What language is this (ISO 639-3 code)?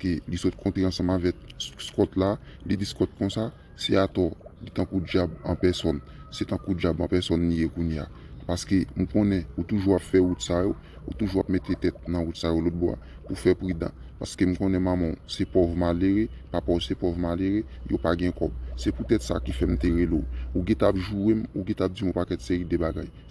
hat